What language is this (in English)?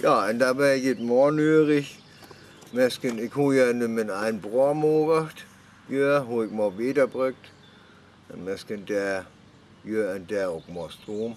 Northern Frisian